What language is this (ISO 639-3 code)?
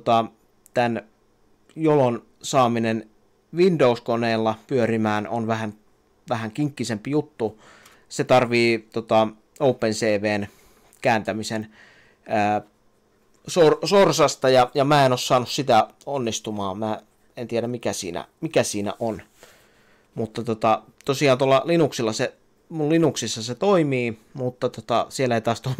fin